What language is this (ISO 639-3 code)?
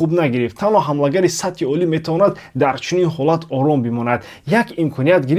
tgk